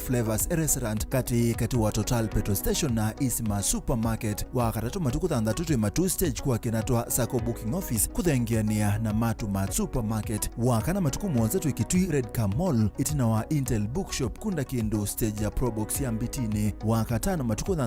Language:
Kamba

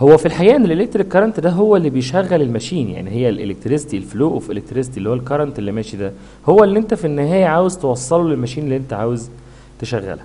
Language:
Egyptian Arabic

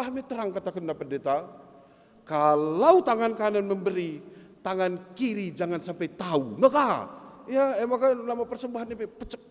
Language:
Batak Karo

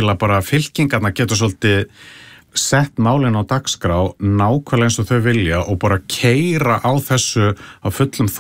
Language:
Icelandic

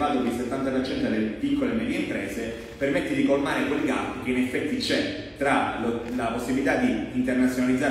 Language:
Italian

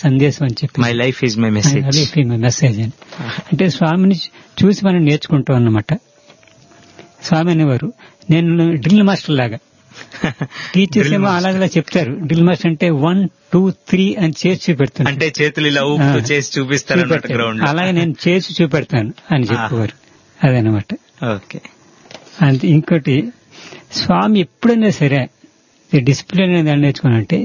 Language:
Telugu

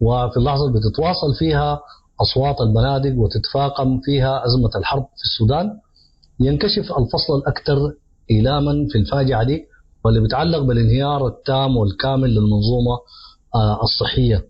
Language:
Sudanese Arabic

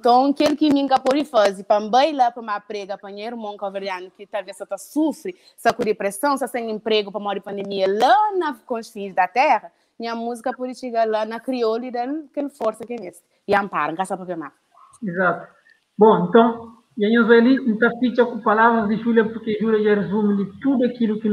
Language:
Kabuverdianu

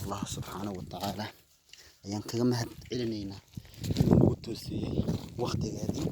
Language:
Somali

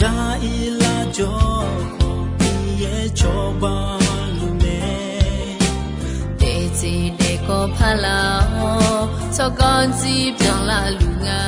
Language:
Akha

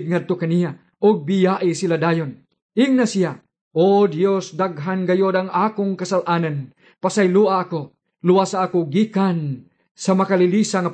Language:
Cebuano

